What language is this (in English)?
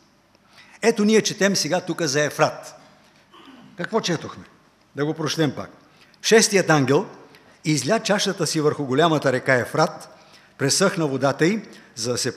Bulgarian